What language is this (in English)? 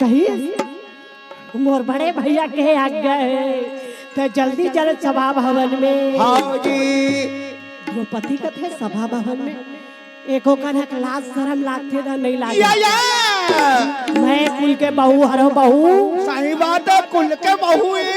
Chhattisgarhi